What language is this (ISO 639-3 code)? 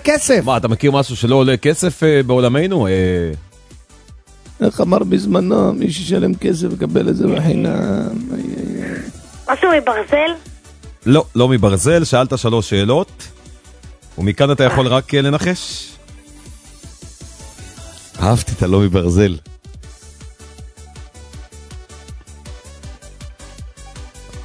heb